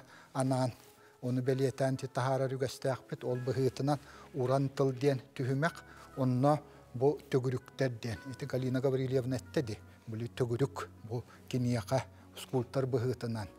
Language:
Yakut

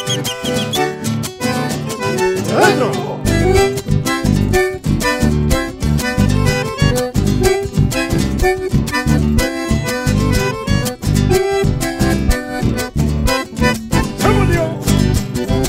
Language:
Spanish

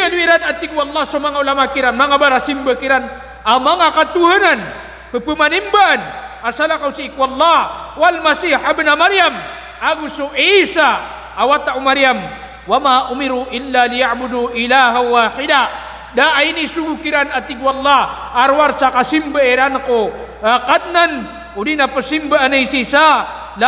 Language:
Maranao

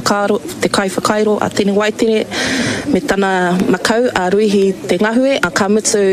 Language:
Māori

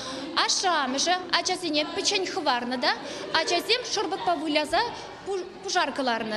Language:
Chuvash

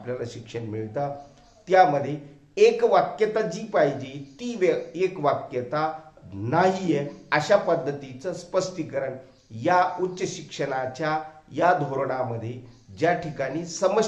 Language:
Marathi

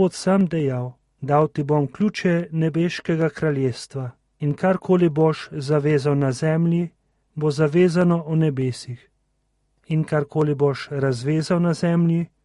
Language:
Slovenian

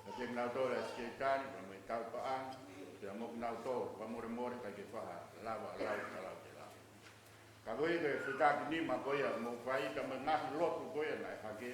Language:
Tongan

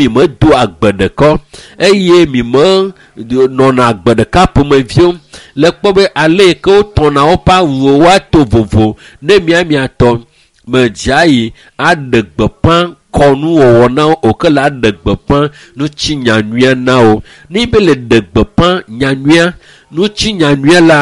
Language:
Ewe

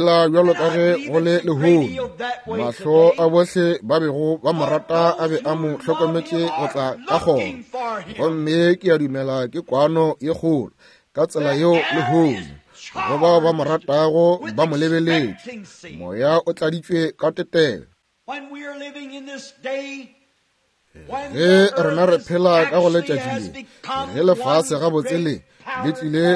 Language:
Northern Sotho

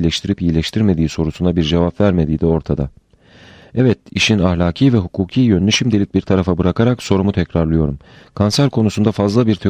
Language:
Turkish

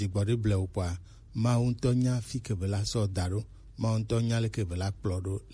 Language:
Gen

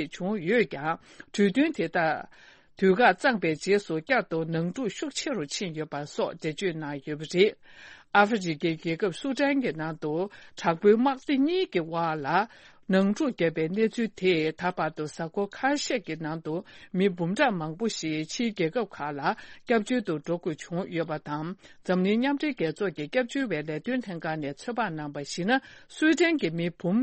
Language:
Tibetan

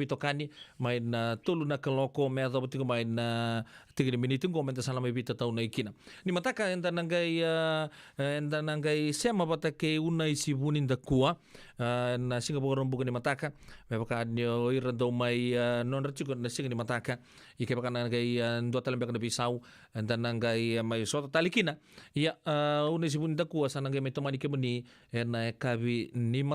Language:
Fijian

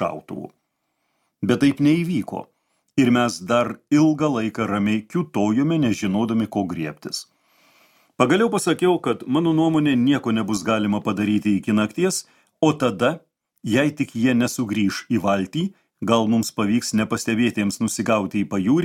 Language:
Lithuanian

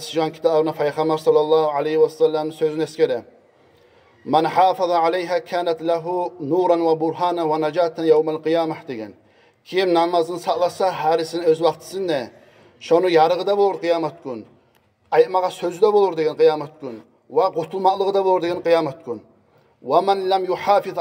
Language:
Kumyk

